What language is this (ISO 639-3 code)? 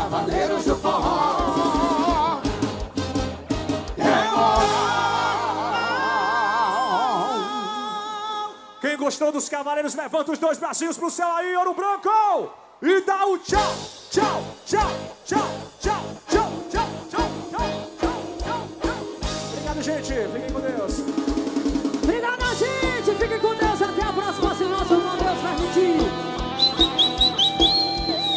por